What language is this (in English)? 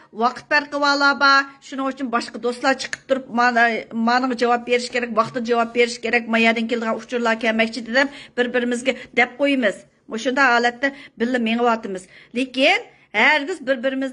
Uyghur